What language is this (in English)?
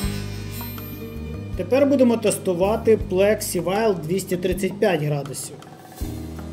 Ukrainian